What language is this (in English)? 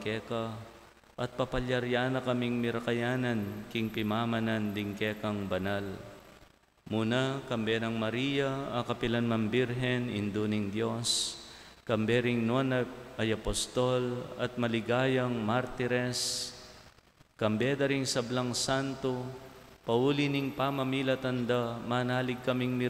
Pampanga